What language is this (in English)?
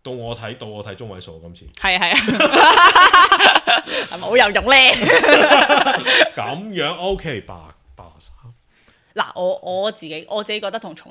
Cantonese